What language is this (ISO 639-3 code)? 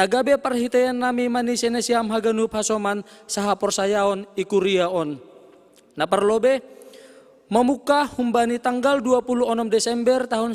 bts